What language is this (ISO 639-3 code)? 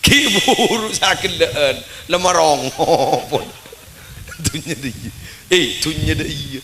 mad